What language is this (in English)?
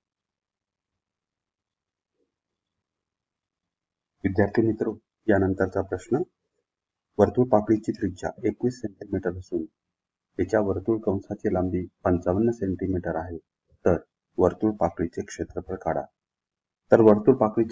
Marathi